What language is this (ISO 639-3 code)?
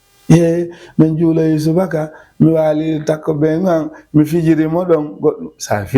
ful